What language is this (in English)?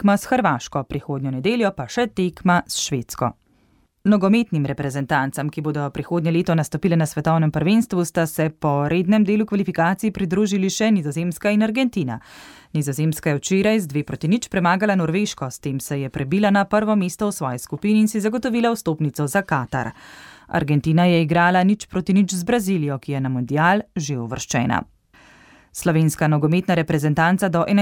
Slovenian